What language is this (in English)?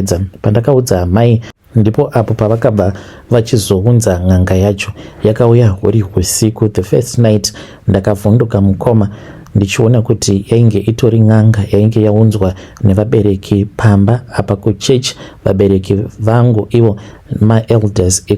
Shona